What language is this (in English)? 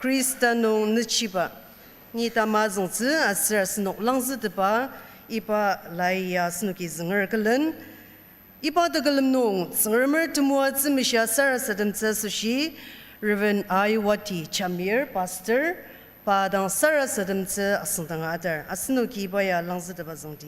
Ao Naga